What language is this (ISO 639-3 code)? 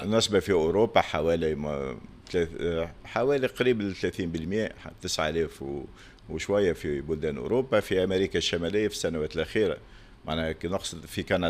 aeb